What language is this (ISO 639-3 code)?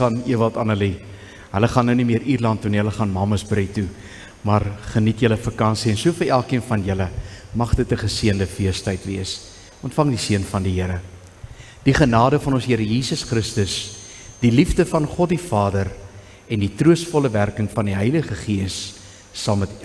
afr